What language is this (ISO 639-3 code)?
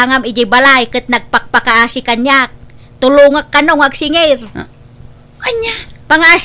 ilo